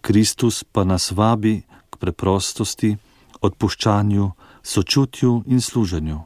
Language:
Slovenian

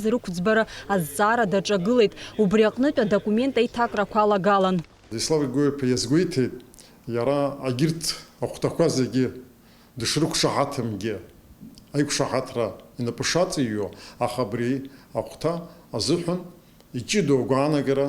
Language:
Abkhazian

